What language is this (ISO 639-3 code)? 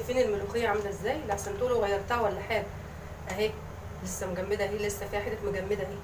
arz